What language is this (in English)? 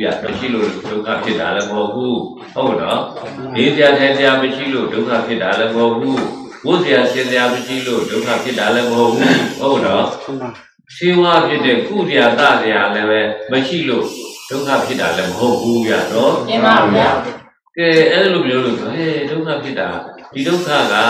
Burmese